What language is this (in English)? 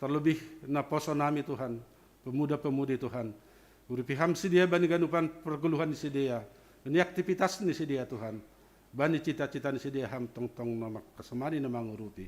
Batak Simalungun